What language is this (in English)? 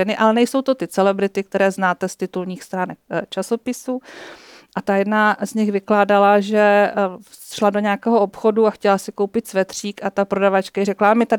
Czech